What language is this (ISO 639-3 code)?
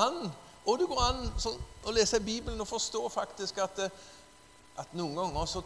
nor